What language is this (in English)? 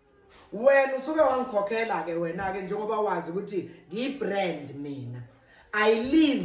Zulu